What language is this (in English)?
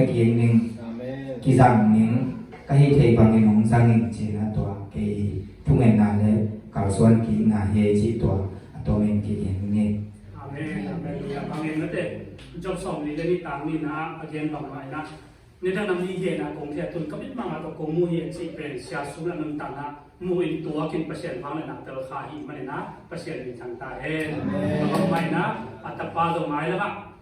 Tedim Chin